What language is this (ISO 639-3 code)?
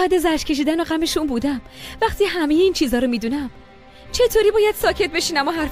fas